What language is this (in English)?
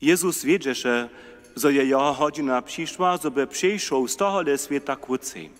Upper Sorbian